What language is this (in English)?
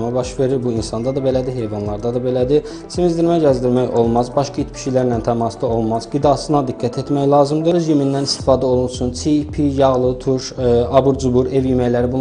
Azerbaijani